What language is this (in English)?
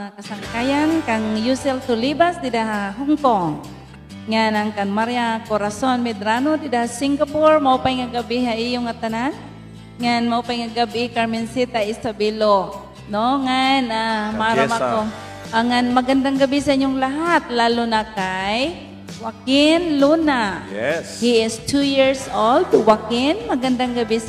Waray